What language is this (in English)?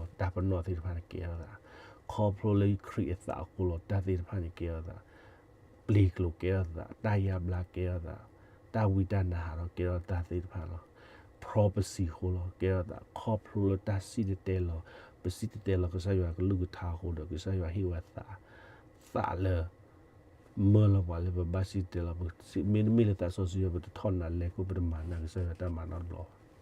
S'gaw Karen